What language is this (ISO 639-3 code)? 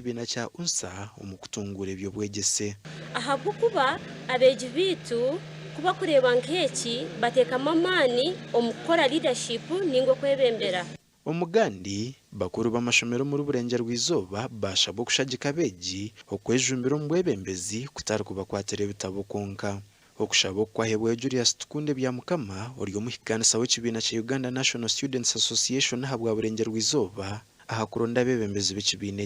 nyn